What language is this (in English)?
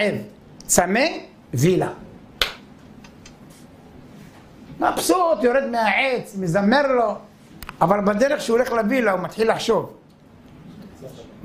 Hebrew